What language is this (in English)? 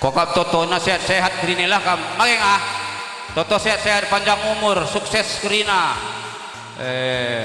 Batak Karo